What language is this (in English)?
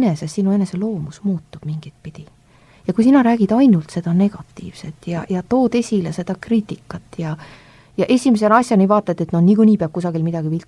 Estonian